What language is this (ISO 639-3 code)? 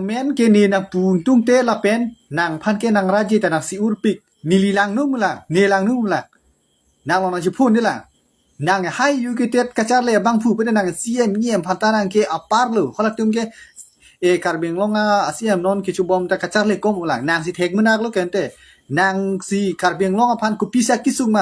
mjw